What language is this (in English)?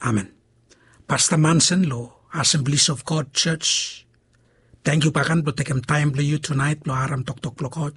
Bislama